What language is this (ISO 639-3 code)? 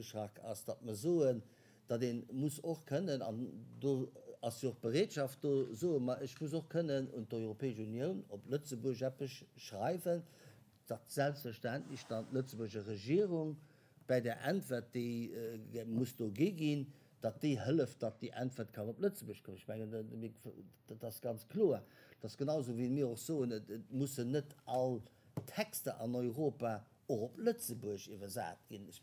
ltz